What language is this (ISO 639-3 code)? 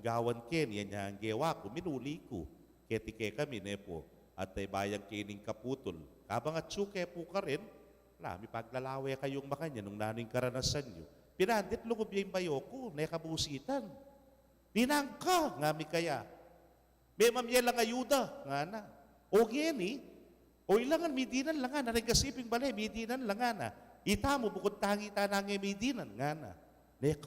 pam